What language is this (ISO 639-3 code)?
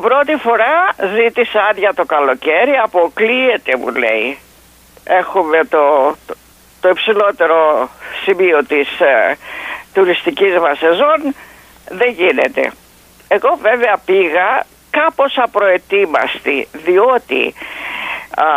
ell